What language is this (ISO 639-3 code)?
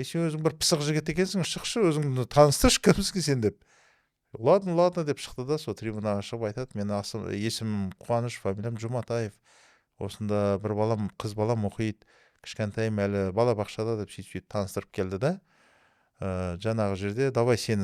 kaz